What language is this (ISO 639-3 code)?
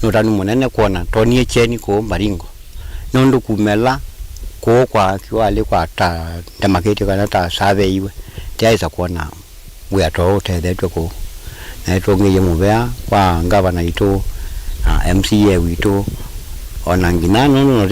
kam